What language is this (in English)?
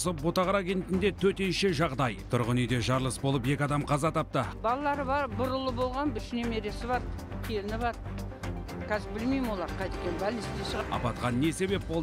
Kazakh